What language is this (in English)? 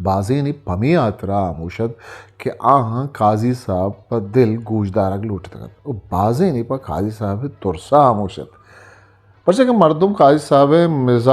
Eastern Balochi